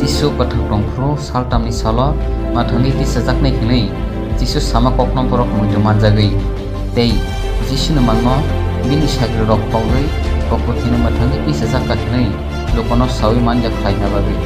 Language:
Kok Borok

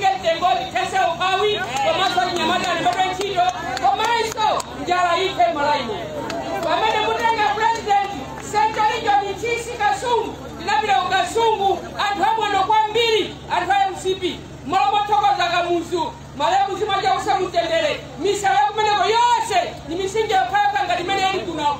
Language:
Nyanja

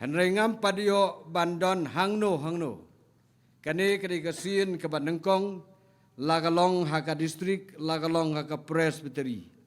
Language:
Khasi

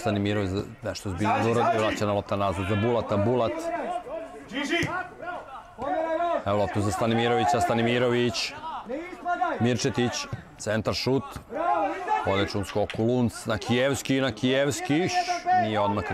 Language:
Serbian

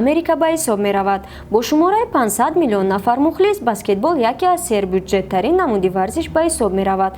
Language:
Tajik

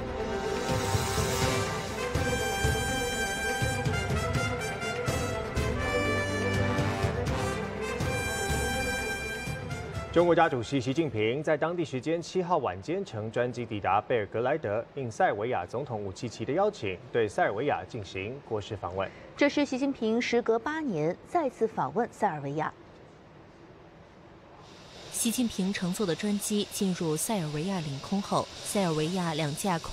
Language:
Chinese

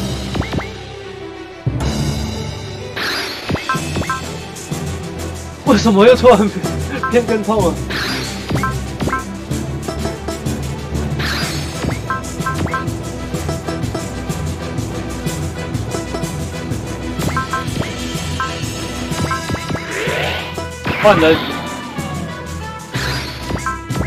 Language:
Chinese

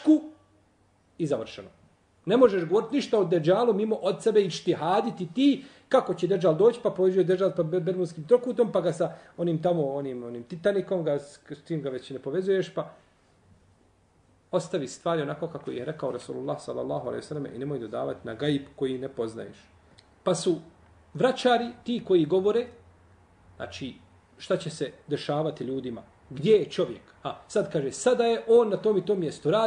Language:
Bosnian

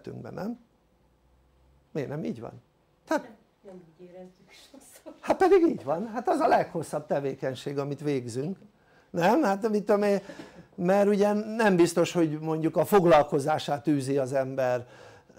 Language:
Hungarian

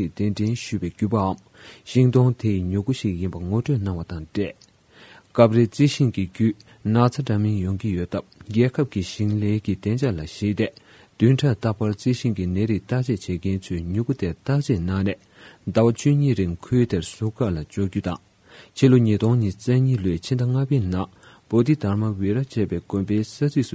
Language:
Tibetan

